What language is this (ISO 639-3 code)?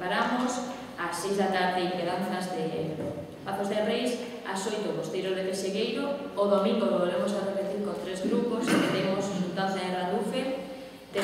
glg